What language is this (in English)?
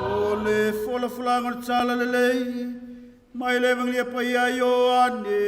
Samoan